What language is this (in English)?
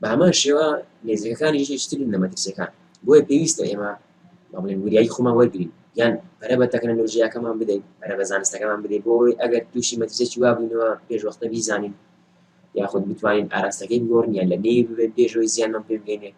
Central Kurdish